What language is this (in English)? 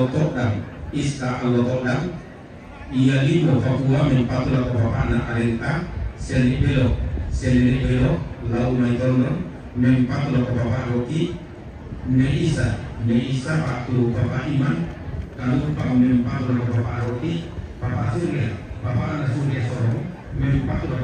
Toraja-Sa'dan